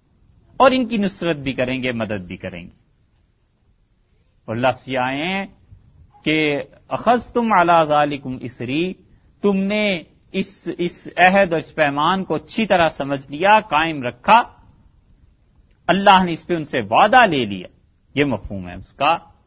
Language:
Urdu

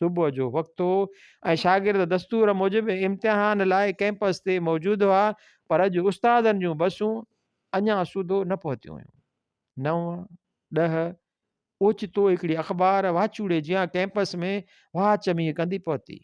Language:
Sindhi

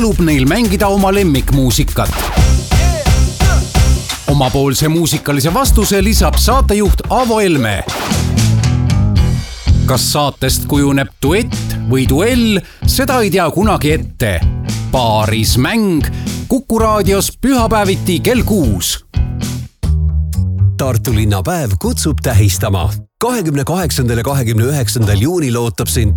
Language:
Estonian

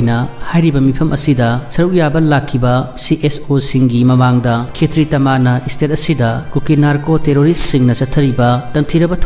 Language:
Manipuri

